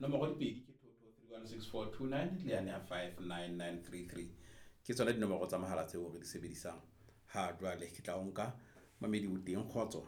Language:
Southern Sotho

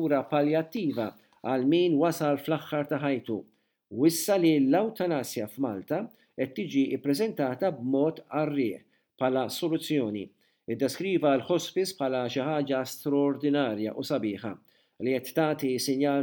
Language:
Maltese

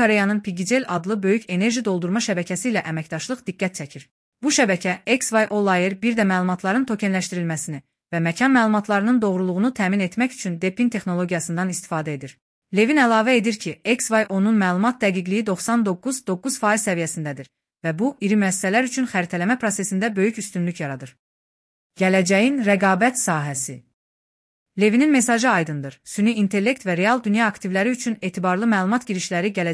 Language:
Azerbaijani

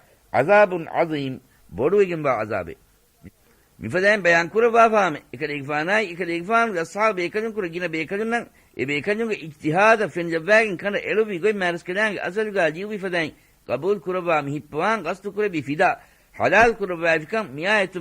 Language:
Divehi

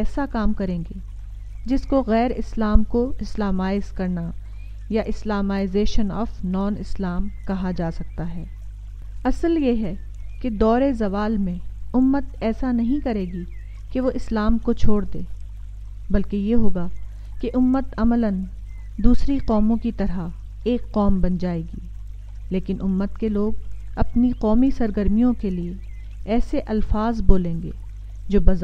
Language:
Urdu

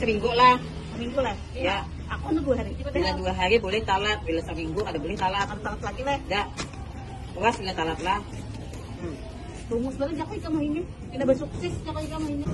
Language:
Banjar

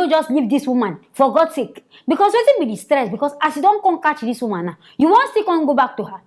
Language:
Nigerian Pidgin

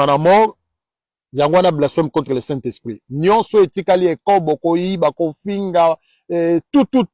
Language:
Lingala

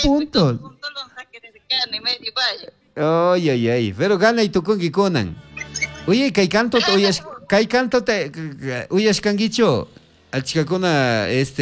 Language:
Chimborazo Highland Quichua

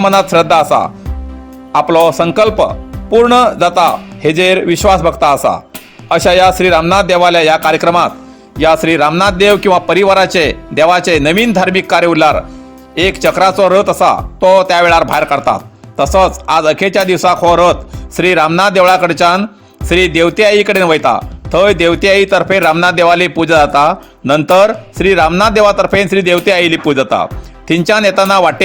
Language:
Konkani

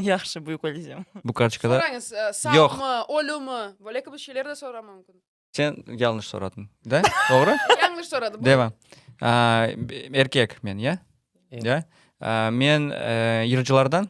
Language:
Crimean Tatar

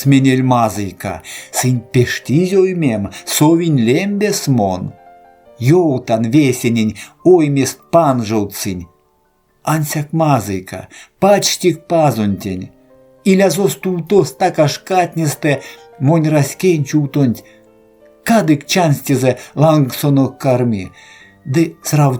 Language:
Erzya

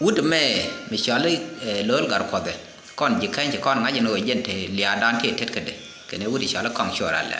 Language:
Nuer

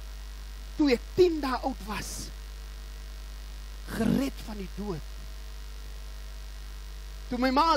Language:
Afrikaans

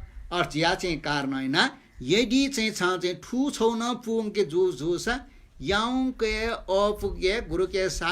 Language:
Newari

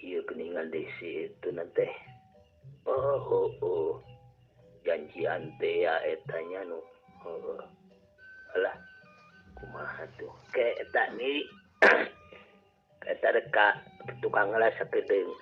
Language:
Sundanese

